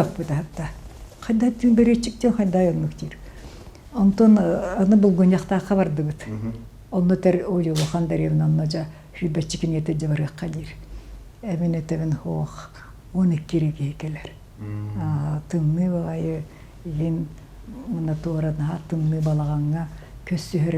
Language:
Yakut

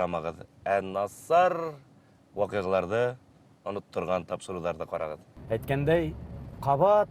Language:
Bashkir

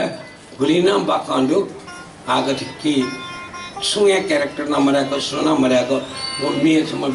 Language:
Newari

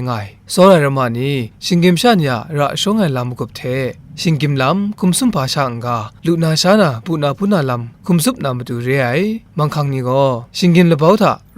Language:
Kachin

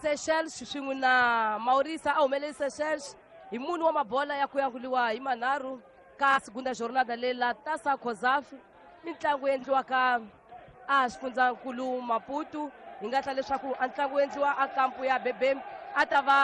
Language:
Tsonga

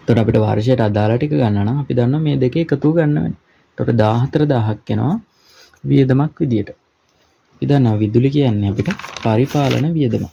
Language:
Sinhala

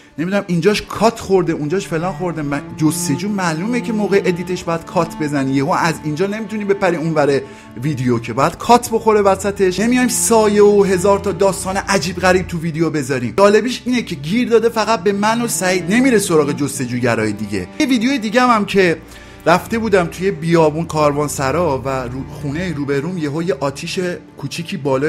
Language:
Persian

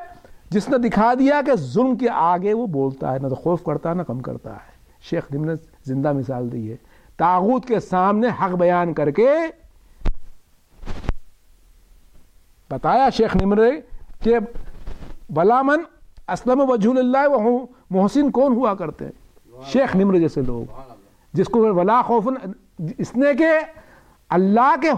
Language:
Urdu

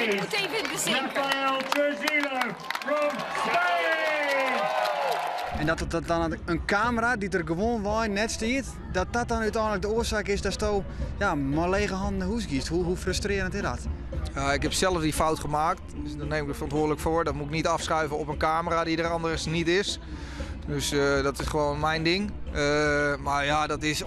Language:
Western Frisian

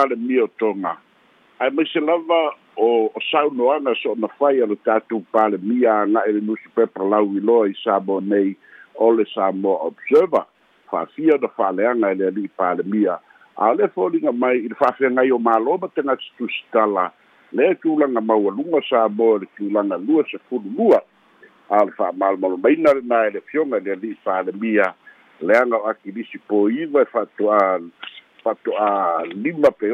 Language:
Samoan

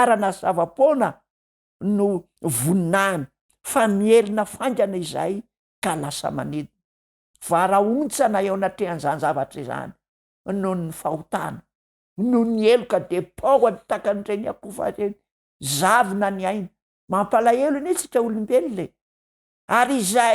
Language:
Malagasy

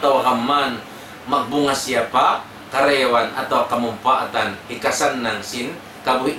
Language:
Tausug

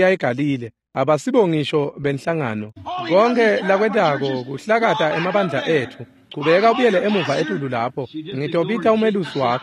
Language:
Swati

